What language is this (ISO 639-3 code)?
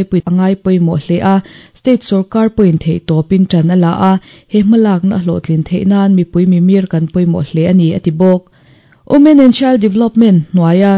lus